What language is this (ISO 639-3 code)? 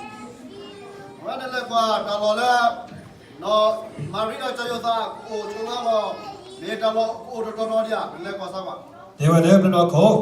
ksw